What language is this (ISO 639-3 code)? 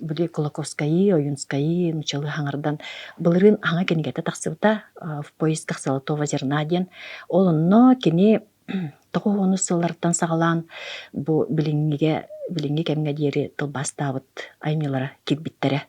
sah